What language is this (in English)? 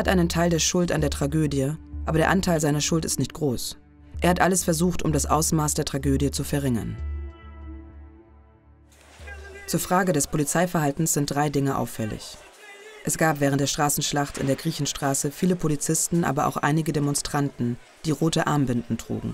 German